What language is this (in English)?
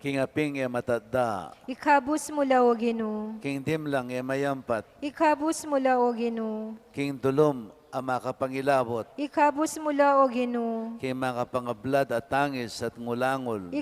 Pampanga